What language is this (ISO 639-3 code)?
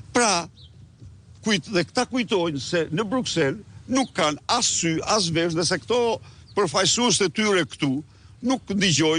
sqi